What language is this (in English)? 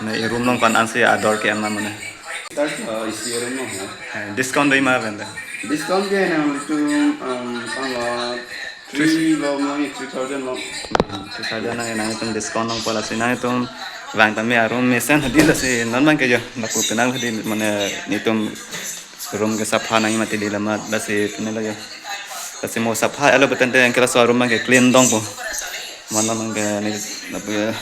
Karbi